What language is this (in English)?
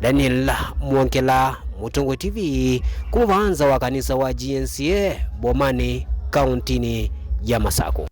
Kamba